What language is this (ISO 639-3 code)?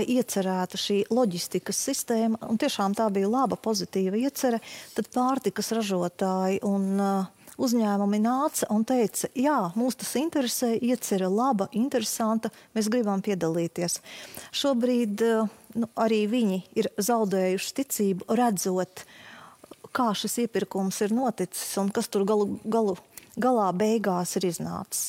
lav